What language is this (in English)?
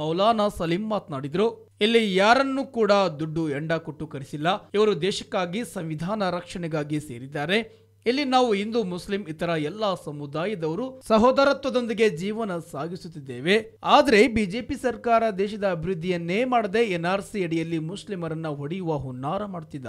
Kannada